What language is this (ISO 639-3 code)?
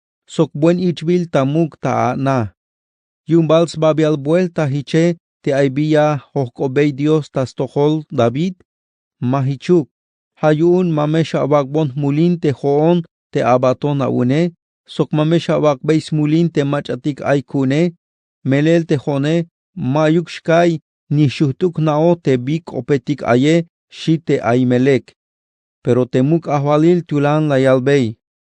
tzh